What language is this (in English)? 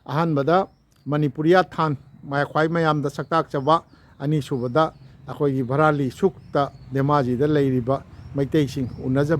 Manipuri